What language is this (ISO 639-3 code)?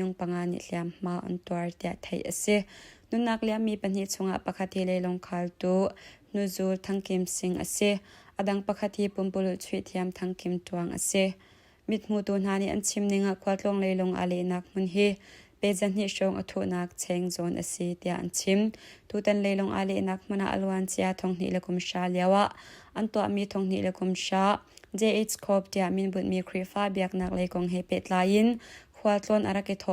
cnh